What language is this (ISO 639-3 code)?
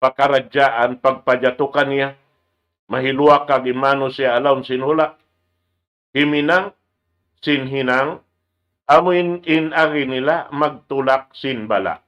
tsg